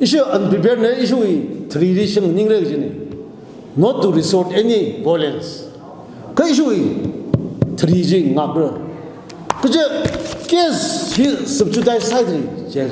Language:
Tangkhul Naga (India)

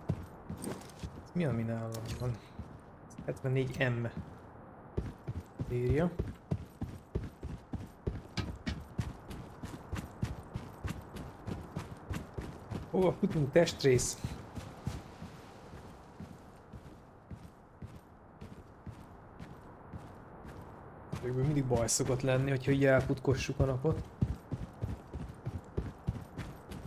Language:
Hungarian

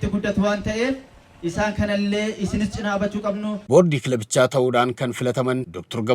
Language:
Oromo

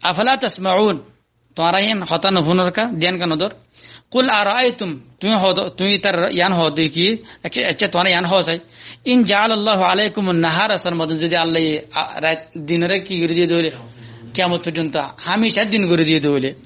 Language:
Rohingya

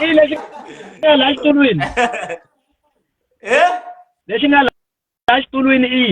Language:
Tsonga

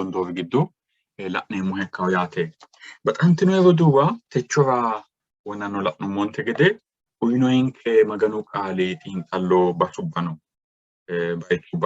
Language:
Sidamo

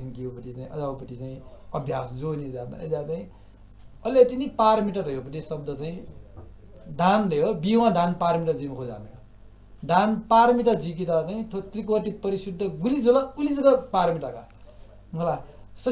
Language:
Newari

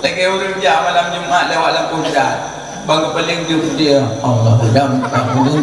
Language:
Achinese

